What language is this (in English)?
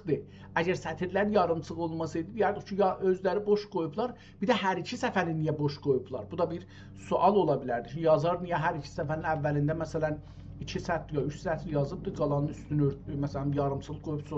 South Azerbaijani